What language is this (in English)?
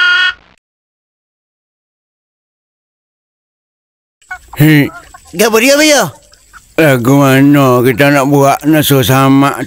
Malay